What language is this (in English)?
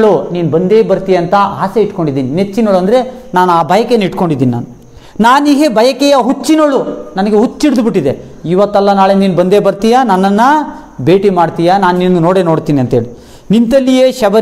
Kannada